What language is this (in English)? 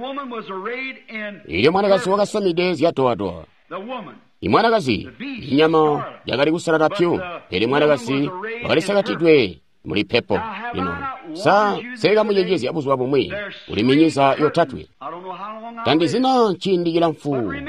Tonga (Zambia)